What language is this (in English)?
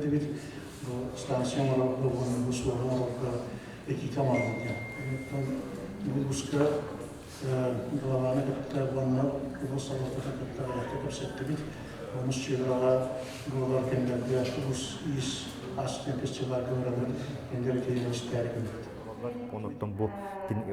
Yakut